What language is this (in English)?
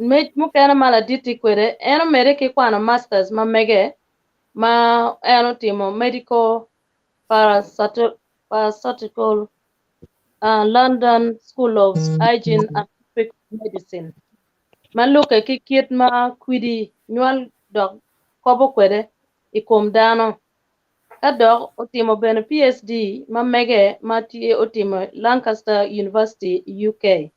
Acoli